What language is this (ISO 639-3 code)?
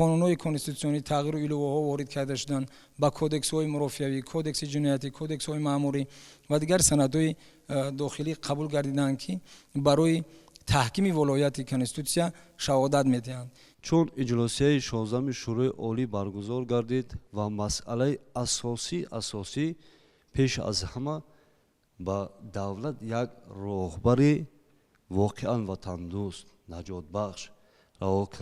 tgk